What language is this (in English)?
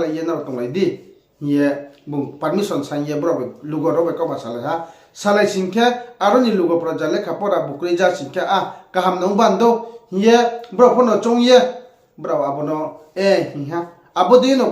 Riang (India)